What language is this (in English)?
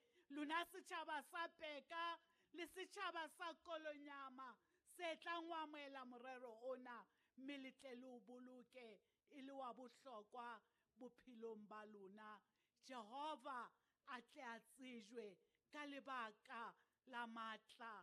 Southern Sotho